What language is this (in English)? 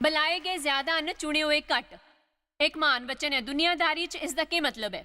Dogri